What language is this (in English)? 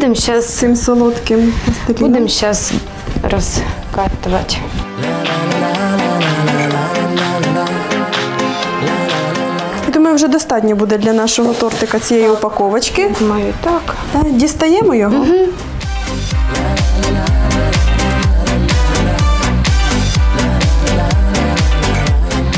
Ukrainian